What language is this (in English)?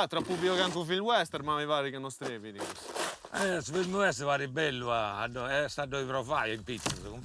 Sardinian